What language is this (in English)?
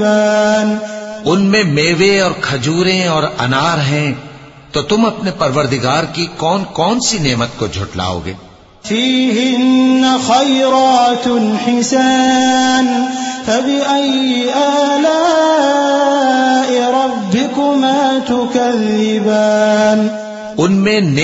Urdu